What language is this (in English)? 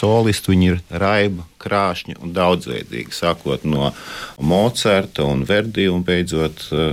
Latvian